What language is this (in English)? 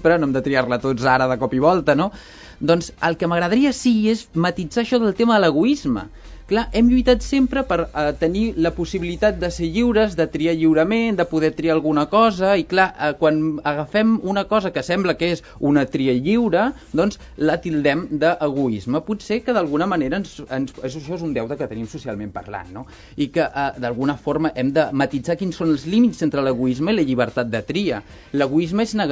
Catalan